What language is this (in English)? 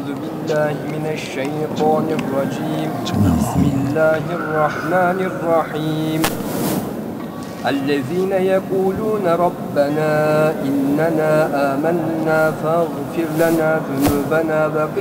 Turkish